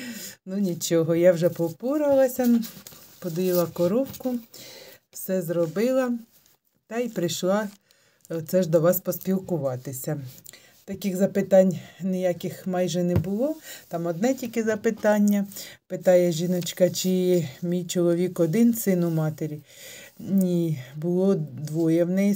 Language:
Ukrainian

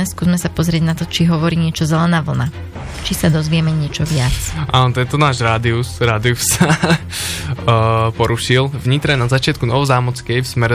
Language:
Slovak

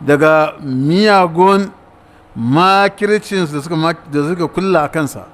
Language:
Hausa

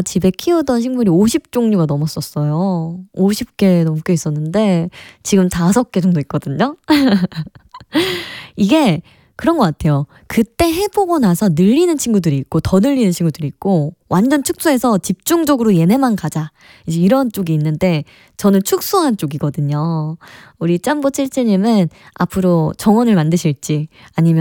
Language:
Korean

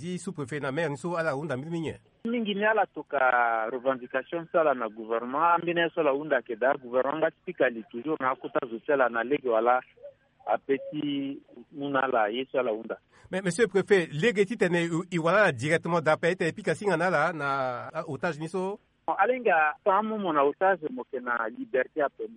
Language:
Sango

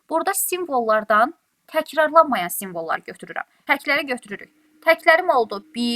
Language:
Azerbaijani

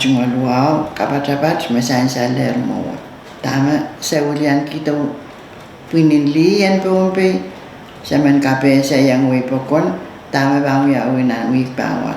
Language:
Pohnpeian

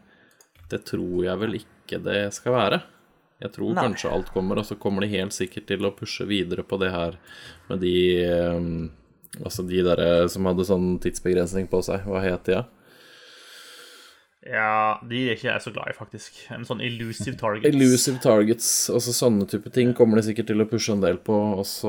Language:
Norwegian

